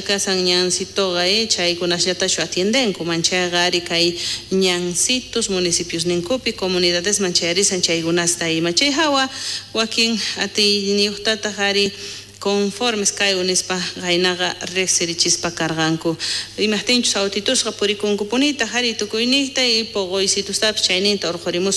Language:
South Bolivian Quechua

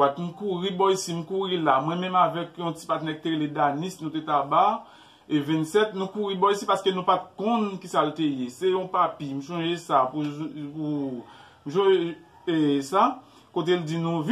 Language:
Haitian Creole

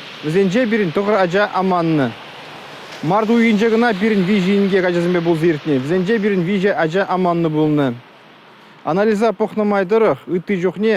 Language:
Chuvash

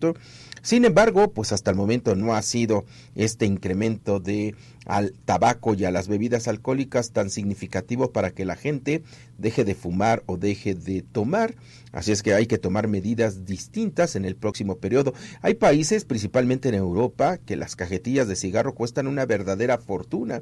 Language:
Spanish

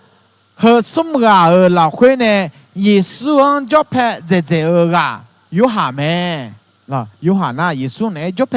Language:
Akha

